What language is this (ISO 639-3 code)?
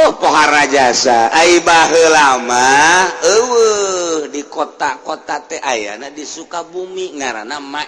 sun